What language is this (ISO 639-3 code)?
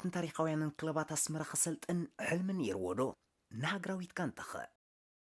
tir